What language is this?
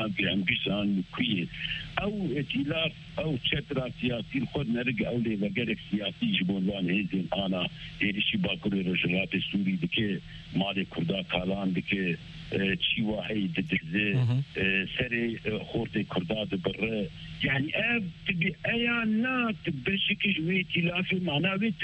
Kurdish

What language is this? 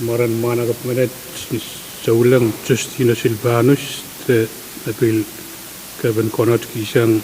Pohnpeian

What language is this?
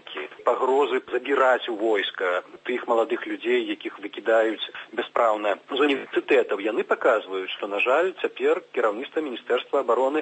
Belarusian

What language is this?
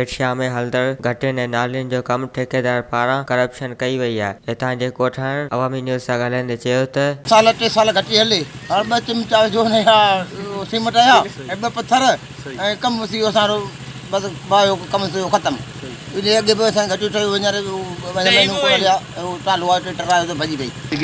Sindhi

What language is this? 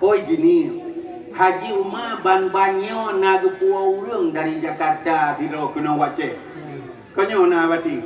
Achinese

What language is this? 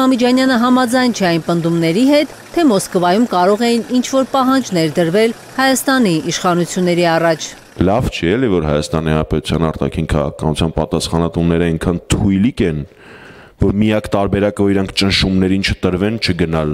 Armenian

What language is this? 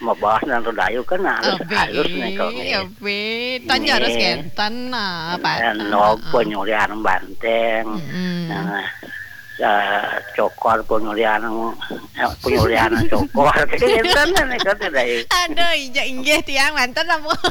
Balinese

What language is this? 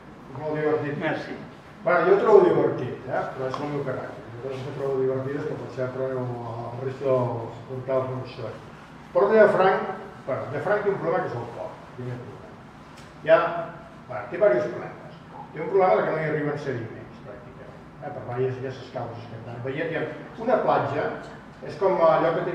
Catalan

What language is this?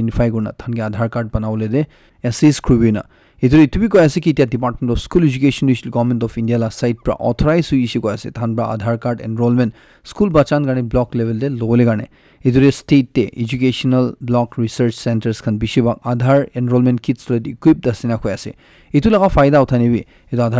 Naga Pidgin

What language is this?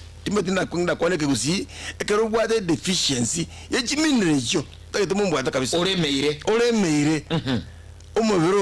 Gusii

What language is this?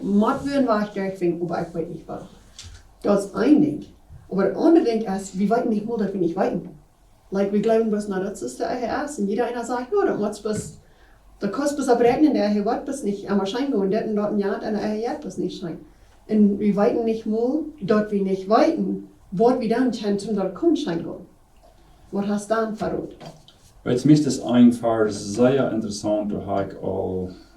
Plautdietsch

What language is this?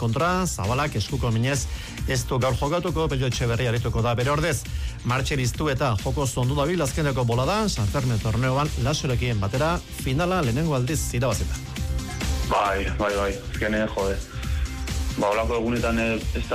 Basque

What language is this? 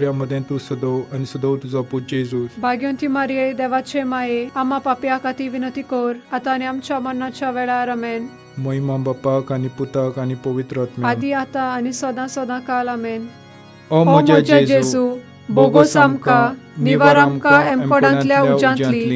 Konkani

